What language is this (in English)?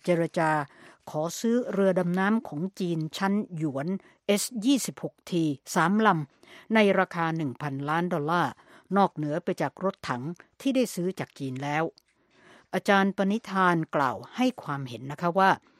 Thai